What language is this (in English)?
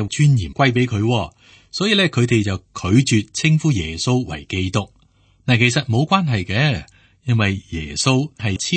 Cantonese